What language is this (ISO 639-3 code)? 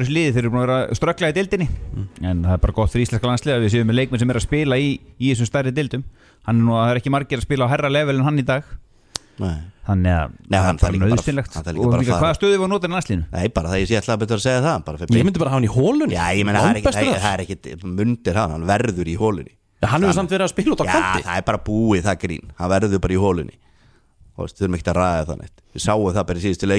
isl